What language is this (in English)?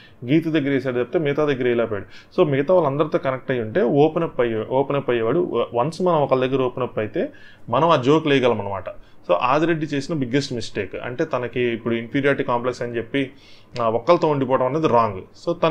Telugu